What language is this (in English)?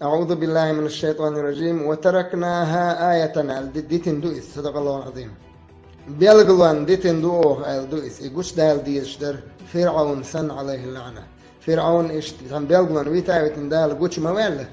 Chechen